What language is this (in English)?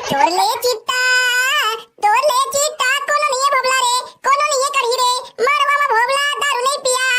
Chhattisgarhi